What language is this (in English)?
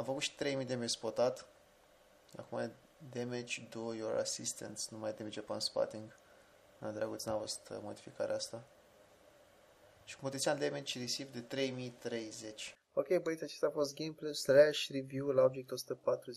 Romanian